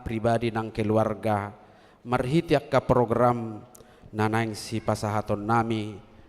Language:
Batak Toba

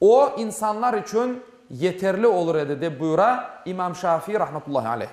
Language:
Crimean Tatar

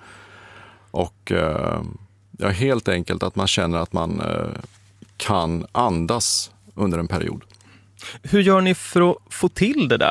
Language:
Swedish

